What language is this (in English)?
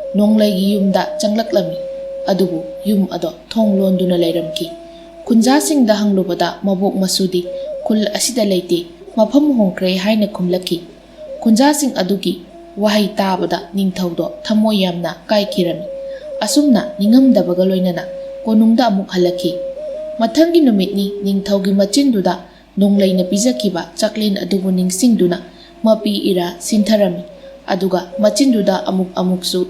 Manipuri